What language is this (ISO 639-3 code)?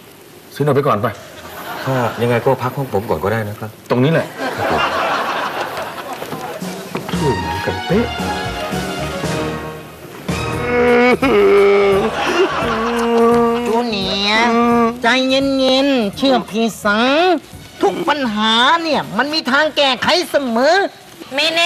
tha